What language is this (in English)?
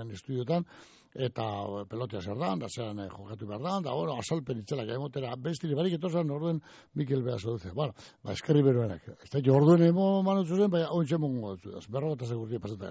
Basque